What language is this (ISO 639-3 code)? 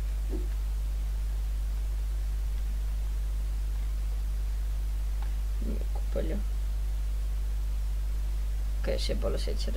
est